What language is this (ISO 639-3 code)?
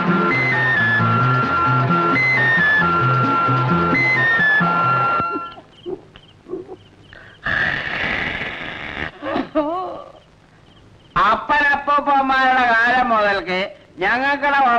mal